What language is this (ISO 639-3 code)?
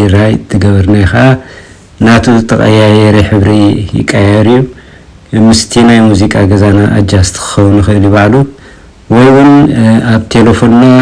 tir